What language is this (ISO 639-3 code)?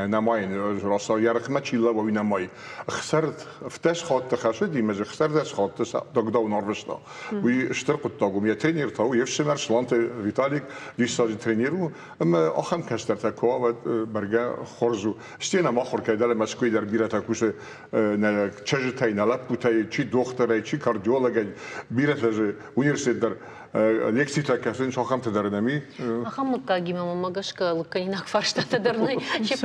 oss